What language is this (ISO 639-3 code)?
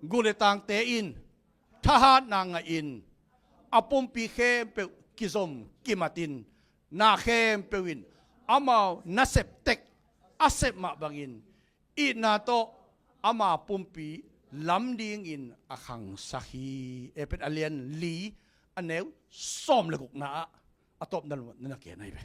ctd